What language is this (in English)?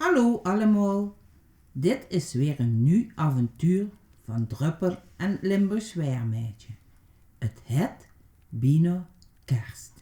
Limburgish